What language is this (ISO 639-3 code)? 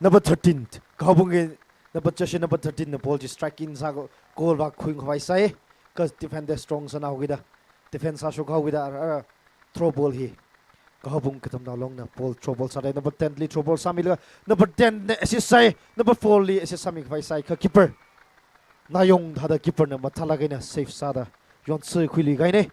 nmf